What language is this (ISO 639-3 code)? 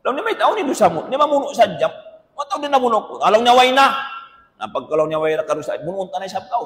tsg